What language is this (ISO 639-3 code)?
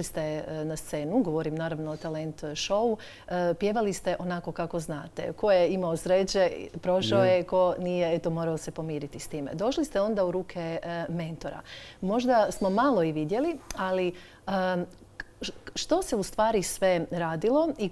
hrv